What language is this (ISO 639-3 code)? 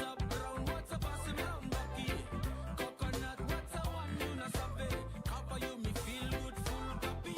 fij